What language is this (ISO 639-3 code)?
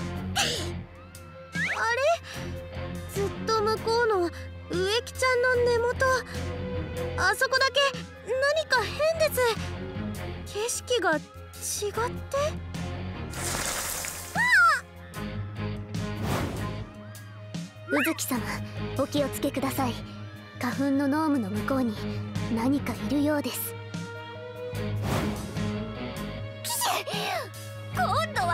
jpn